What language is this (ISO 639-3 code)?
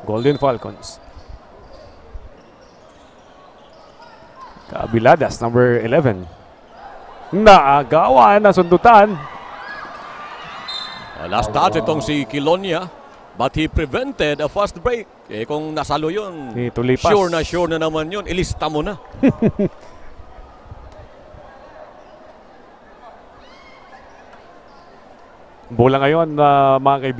fil